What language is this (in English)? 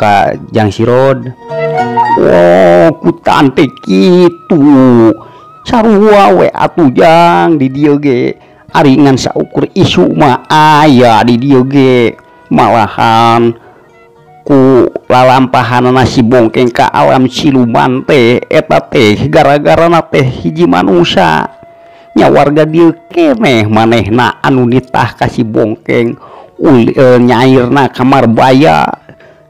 Sundanese